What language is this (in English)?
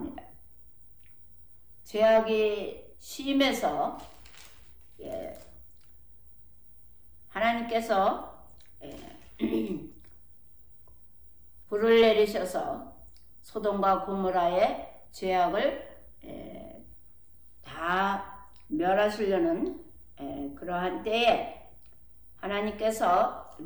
Korean